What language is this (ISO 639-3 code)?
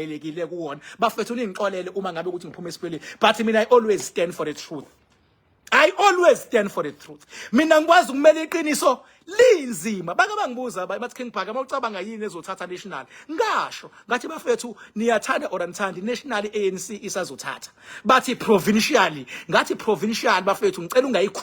zul